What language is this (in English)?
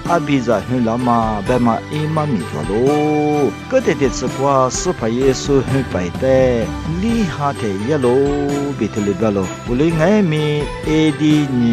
Lisu